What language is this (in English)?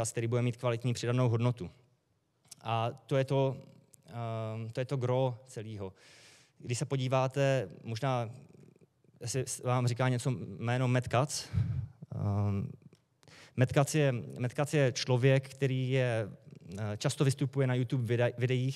Czech